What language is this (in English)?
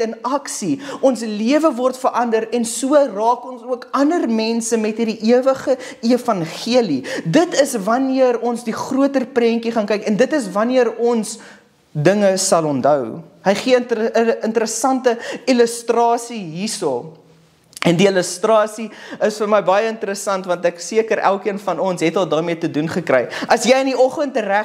Afrikaans